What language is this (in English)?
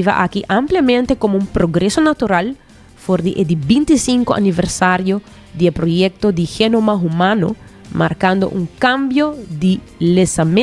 Papiamento